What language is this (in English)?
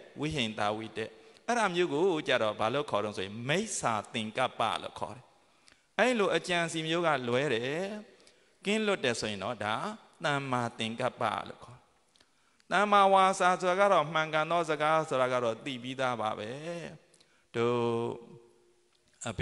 Burmese